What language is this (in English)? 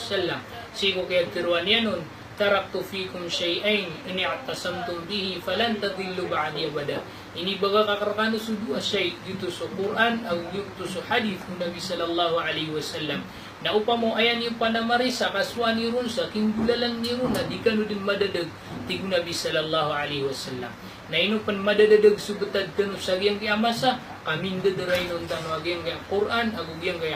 Maranao